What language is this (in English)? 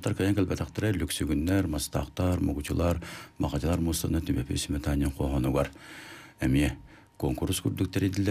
Yakut